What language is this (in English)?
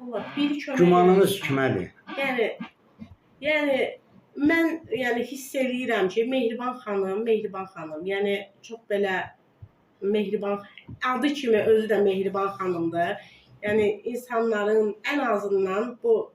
Azerbaijani